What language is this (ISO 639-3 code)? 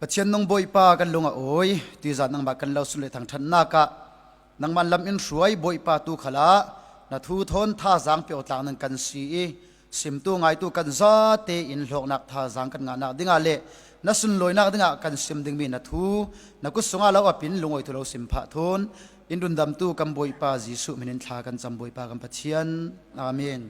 cfm